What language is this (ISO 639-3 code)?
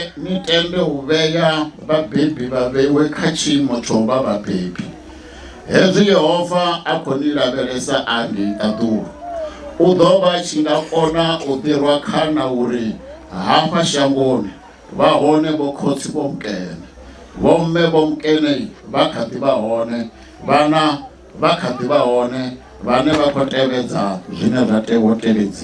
ven